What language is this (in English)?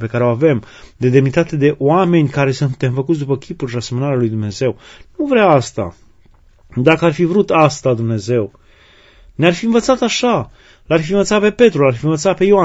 Romanian